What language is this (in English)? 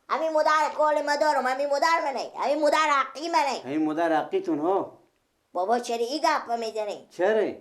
Persian